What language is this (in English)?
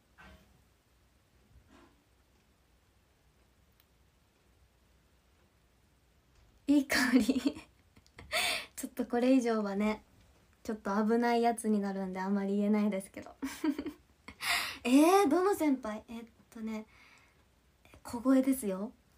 Japanese